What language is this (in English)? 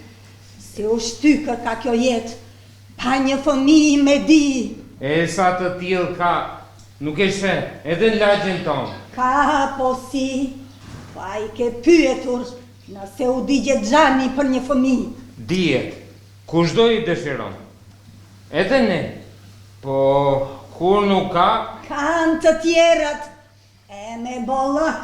Albanian